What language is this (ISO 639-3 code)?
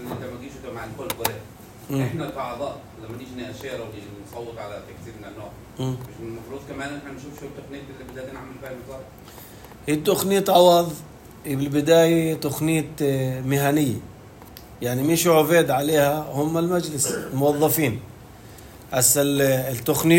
apc